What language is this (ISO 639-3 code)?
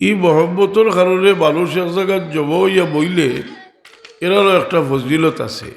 syl